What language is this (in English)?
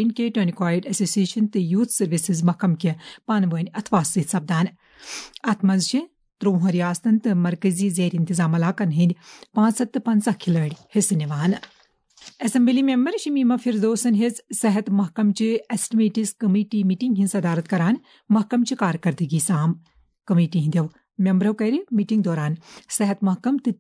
Kashmiri